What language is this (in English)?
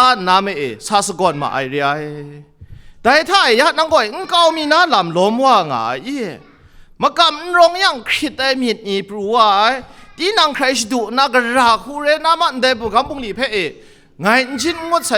Kachin